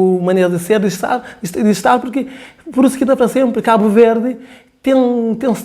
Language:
Kabuverdianu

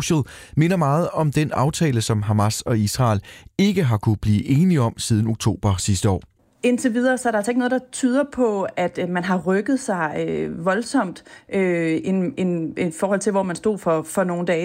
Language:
Danish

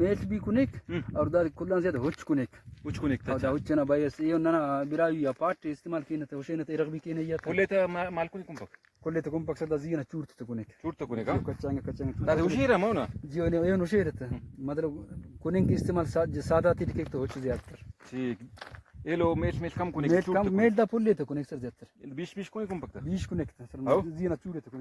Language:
Brahui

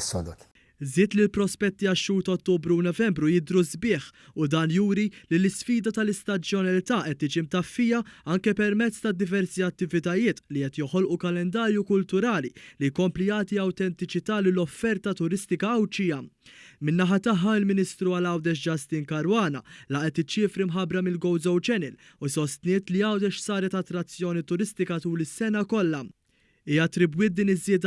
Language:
Maltese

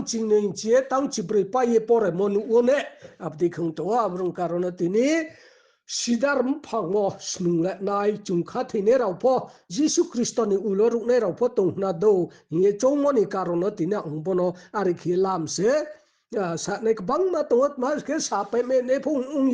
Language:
Riang (India)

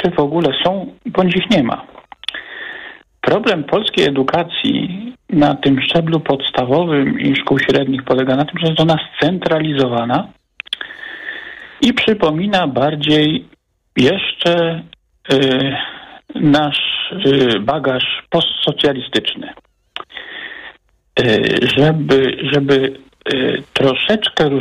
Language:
Polish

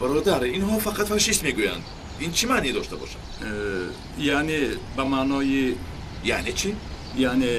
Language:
Tajik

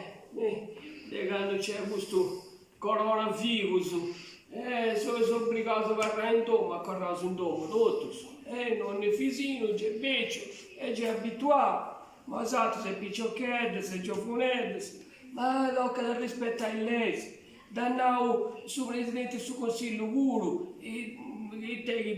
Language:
Sardinian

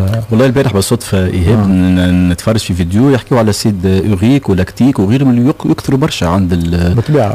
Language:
Tunisian Arabic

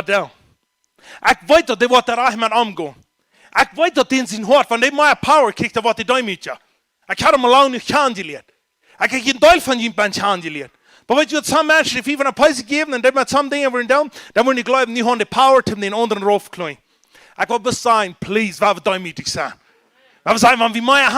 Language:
Plautdietsch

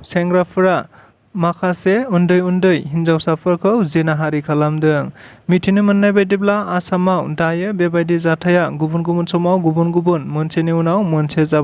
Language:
Bodo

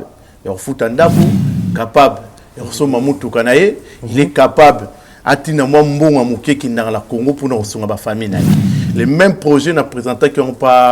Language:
Lingala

